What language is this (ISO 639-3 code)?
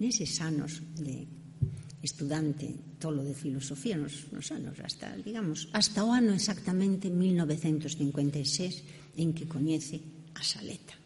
glg